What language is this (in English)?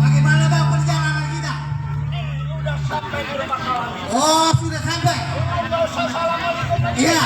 Betawi